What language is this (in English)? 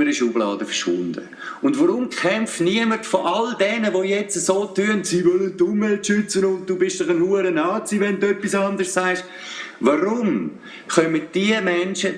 Swiss German